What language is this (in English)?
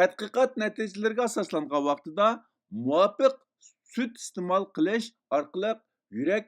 Uyghur